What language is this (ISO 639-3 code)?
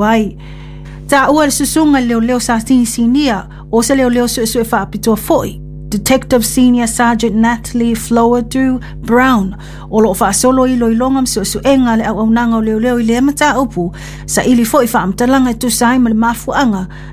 smo